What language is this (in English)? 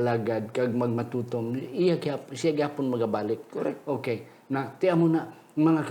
Hiligaynon